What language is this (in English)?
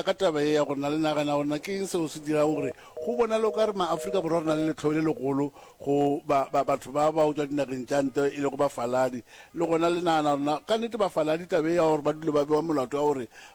Northern Sotho